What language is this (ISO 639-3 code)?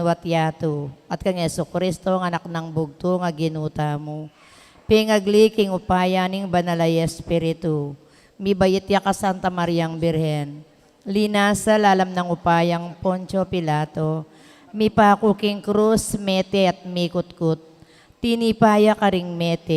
pam